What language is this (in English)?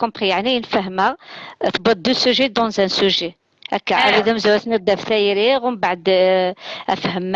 Kabyle